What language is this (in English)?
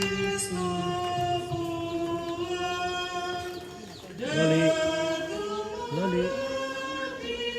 Toraja-Sa'dan